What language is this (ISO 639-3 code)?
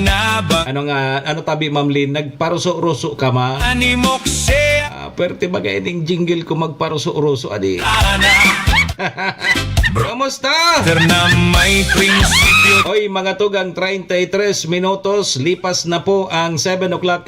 bik